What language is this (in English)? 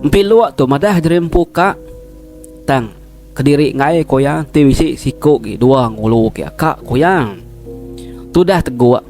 Iban